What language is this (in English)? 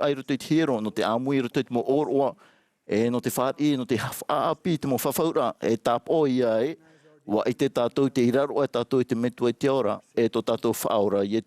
Tahitian